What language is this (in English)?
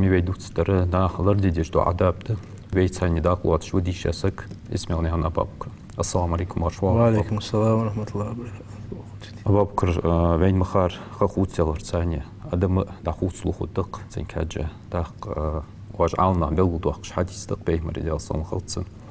Ingush